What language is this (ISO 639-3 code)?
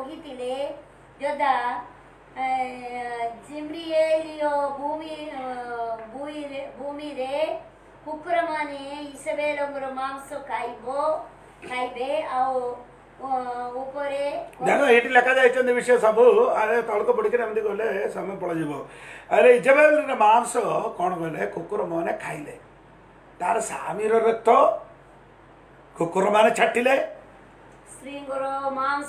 ori